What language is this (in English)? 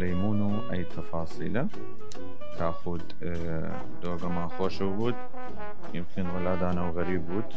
Southern Kurdish